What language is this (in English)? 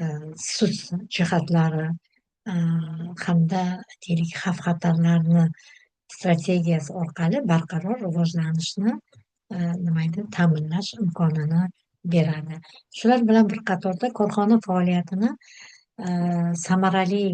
Uzbek